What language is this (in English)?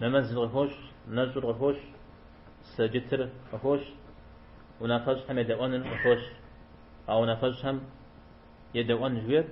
Kabardian